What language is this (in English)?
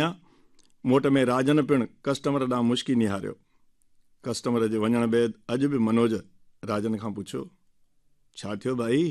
Sindhi